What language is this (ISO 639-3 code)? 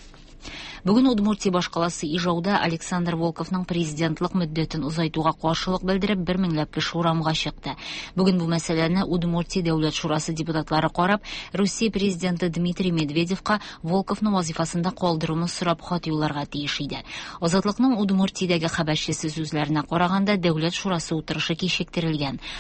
tat